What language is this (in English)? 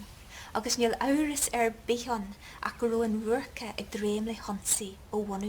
Irish